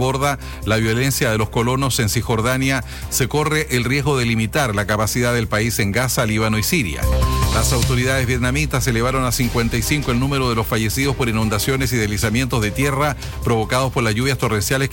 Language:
Spanish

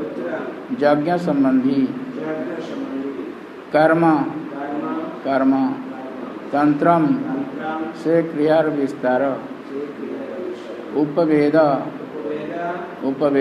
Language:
Odia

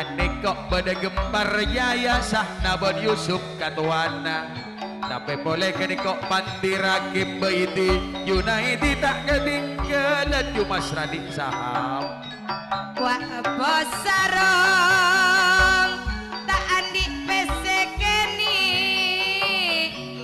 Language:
Madurese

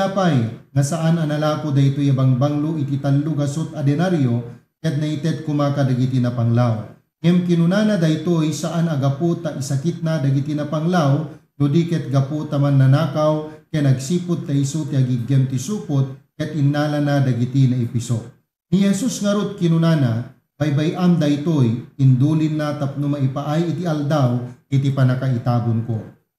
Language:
Iloko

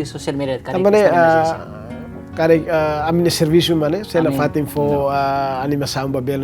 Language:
Tetum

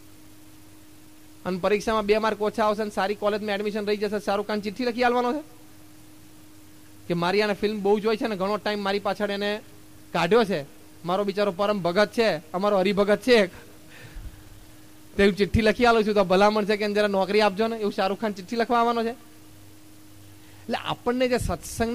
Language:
Gujarati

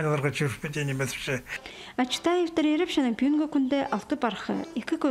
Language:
Khakas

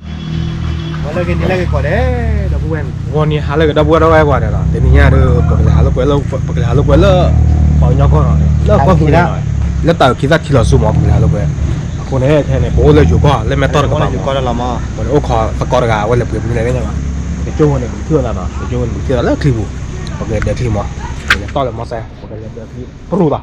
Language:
S'gaw Karen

